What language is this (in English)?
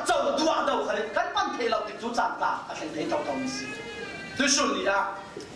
Falam Chin